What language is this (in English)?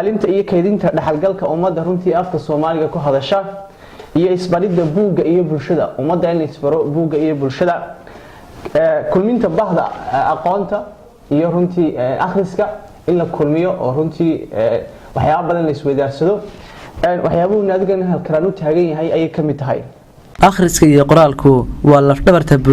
Somali